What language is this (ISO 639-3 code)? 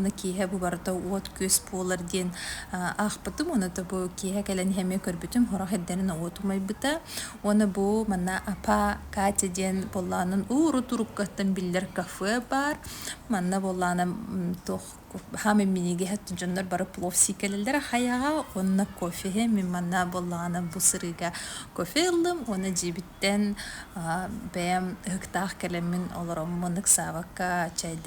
sah